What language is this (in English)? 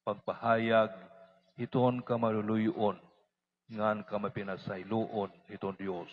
Waray